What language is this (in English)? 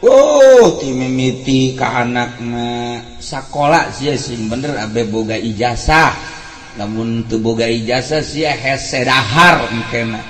Sundanese